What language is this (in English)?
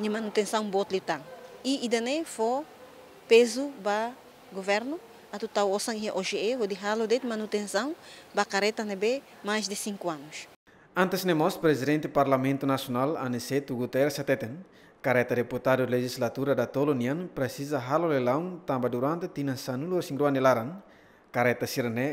Tetum